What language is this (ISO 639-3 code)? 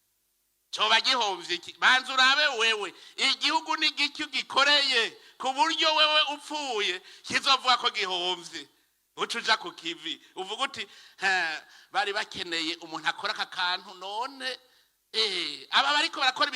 run